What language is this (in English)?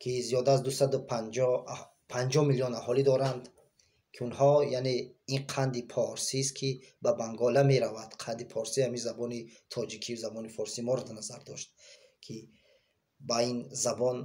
Tajik